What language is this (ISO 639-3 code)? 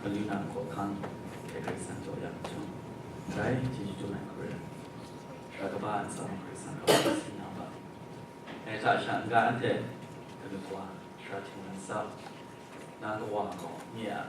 kac